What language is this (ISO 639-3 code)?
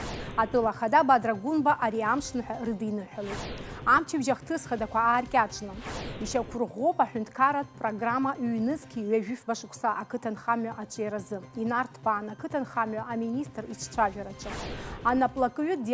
abk